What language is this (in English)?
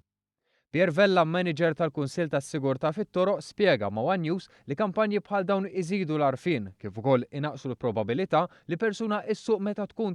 Maltese